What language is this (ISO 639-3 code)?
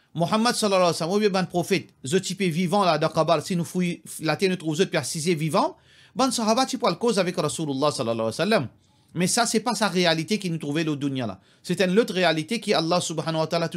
mfe